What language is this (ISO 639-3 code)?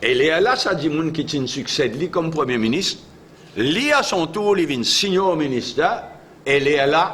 mfe